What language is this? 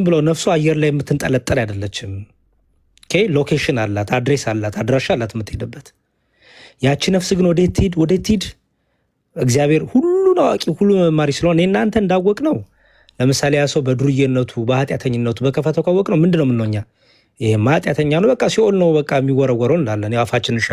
Amharic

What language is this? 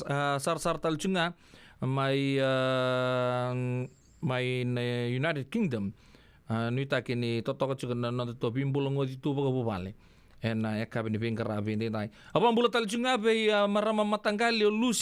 Fijian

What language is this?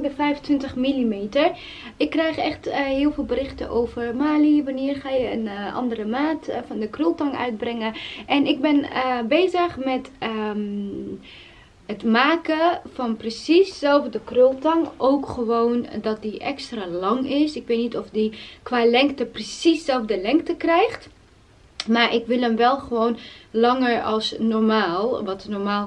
Dutch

